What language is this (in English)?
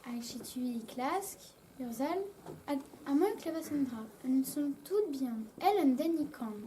Breton